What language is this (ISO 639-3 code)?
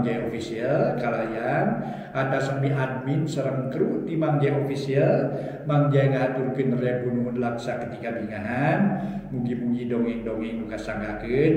sun